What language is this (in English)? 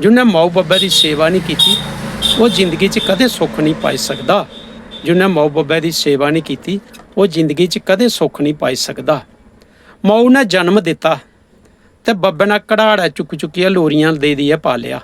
Dogri